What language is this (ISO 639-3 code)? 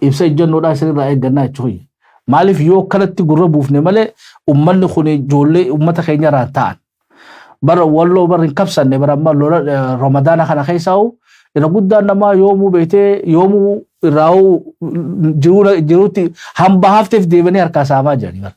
orm